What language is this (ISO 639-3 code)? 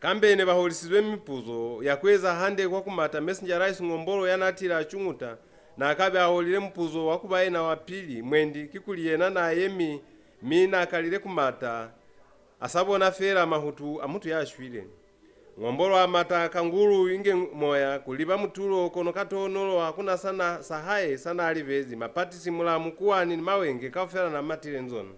loz